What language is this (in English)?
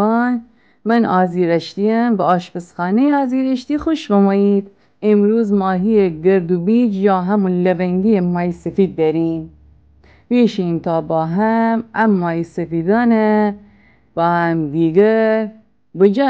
Gilaki